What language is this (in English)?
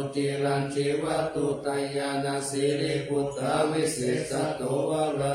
Pali